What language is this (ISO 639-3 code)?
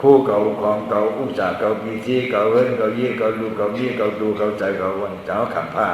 shn